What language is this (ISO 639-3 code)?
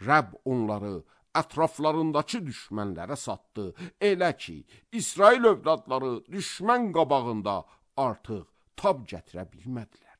aze